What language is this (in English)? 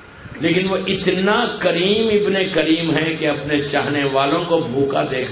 Urdu